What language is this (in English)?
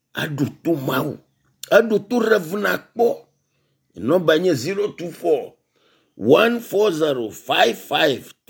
Ewe